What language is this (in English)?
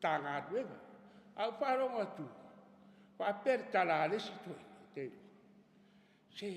Samoan